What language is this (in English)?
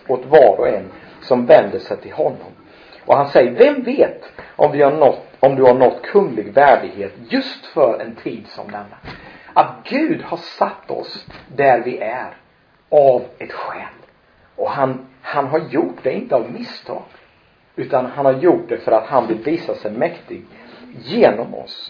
Swedish